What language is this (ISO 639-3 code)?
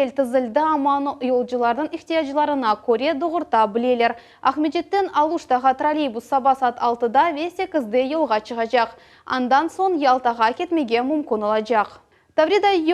crh